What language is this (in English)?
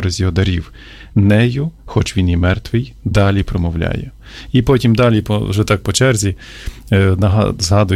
Ukrainian